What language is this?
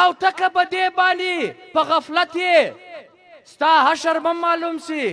Pashto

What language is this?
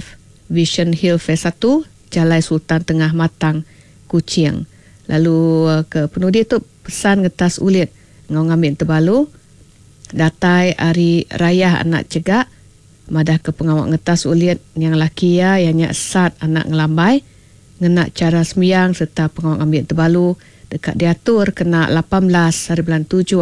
Iban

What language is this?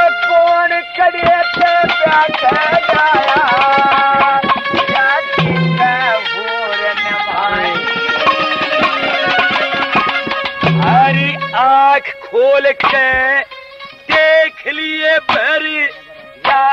Haryanvi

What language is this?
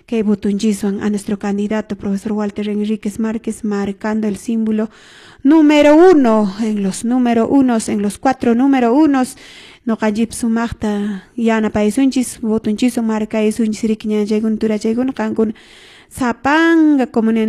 Quechua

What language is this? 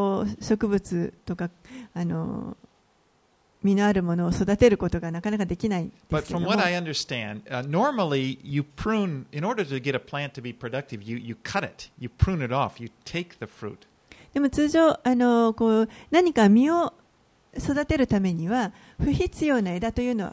Japanese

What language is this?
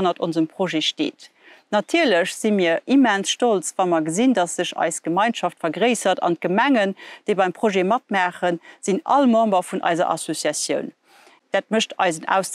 Luxembourgish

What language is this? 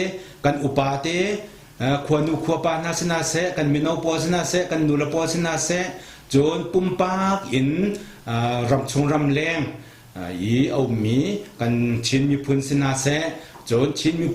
Hakha Chin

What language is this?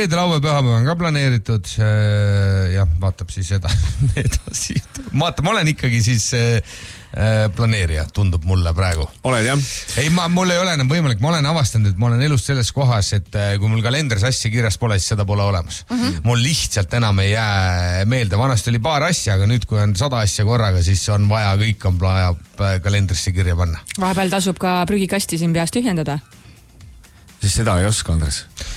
Estonian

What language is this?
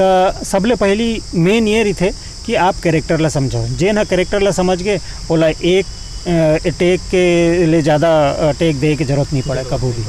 Chhattisgarhi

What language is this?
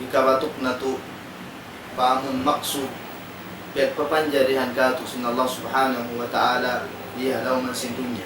Tausug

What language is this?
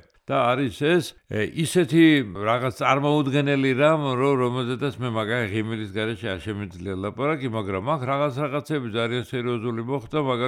Georgian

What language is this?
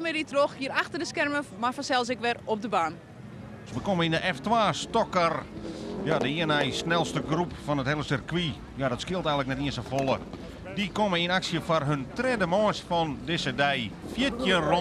Western Frisian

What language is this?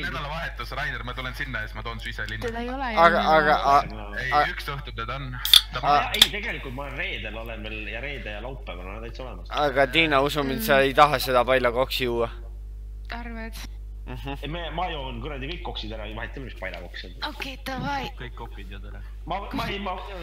Estonian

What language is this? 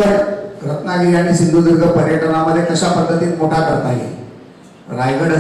Marathi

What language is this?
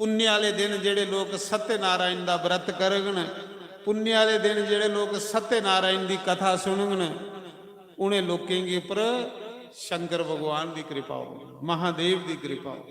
Dogri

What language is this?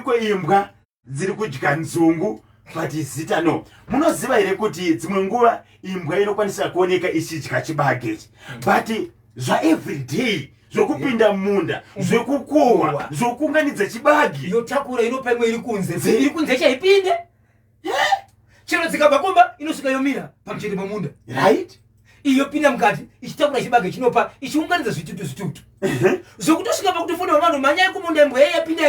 Shona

